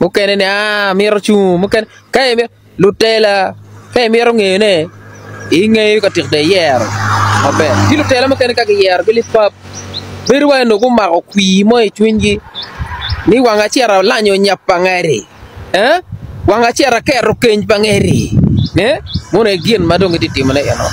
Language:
Acoli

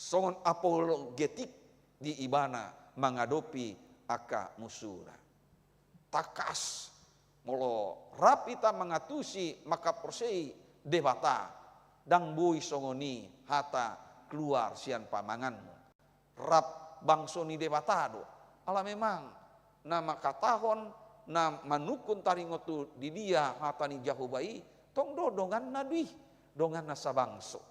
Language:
Batak Toba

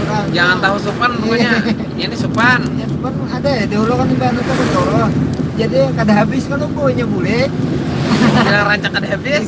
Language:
Banjar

